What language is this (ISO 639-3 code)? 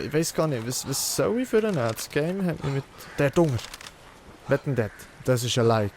gsw